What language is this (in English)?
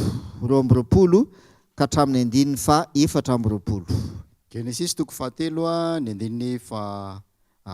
Malagasy